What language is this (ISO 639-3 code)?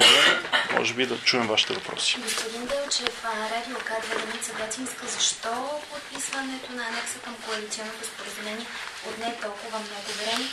bul